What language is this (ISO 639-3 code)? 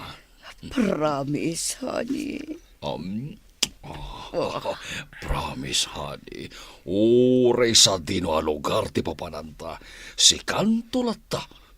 ilo